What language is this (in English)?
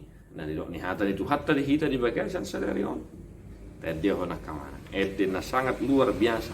Batak Toba